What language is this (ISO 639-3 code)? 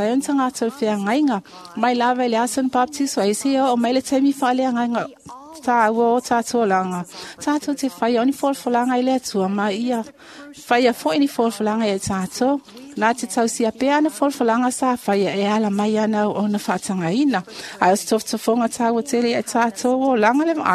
smo